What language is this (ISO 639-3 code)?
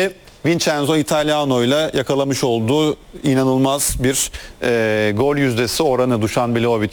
tur